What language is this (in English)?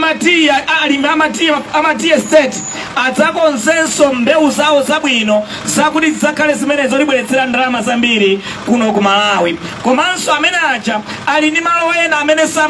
Nyanja